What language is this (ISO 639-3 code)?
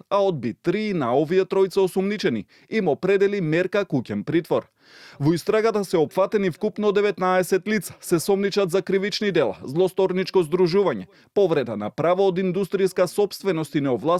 mkd